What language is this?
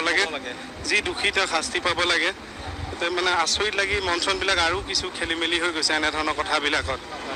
Assamese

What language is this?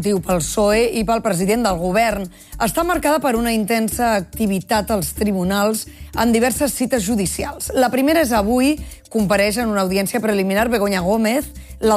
Catalan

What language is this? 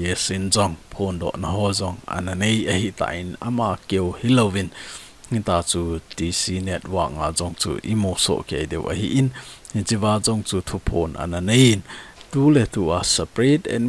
Thado Chin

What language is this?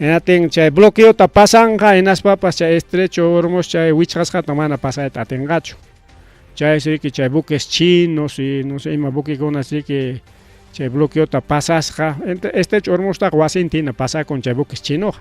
Ayacucho Quechua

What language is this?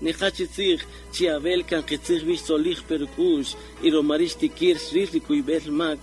Kaqchikel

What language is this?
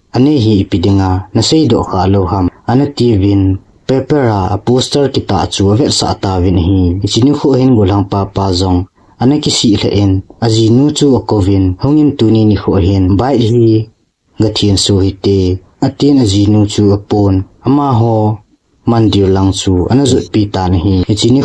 Thado Chin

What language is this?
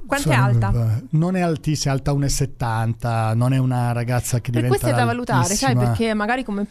Italian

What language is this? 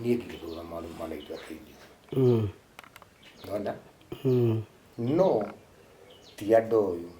Kikuyu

